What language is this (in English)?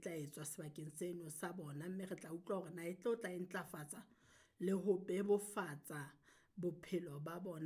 Southern Sotho